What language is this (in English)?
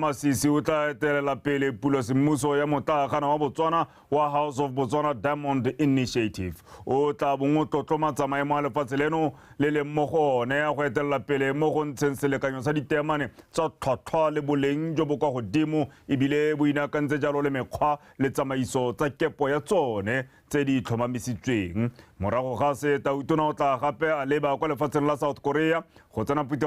Tswana